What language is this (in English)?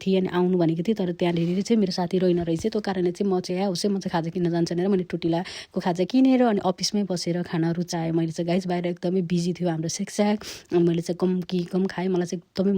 Nepali